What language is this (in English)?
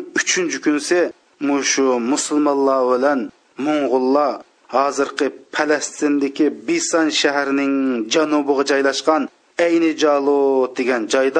Uyghur